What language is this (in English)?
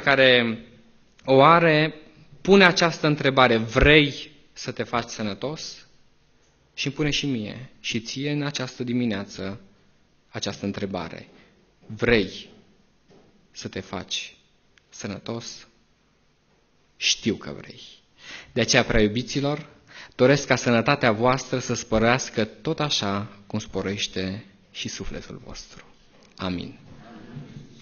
Romanian